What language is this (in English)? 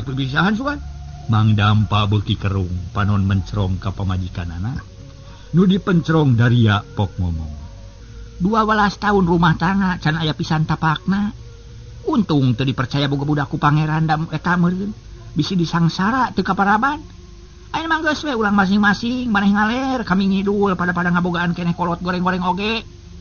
Sundanese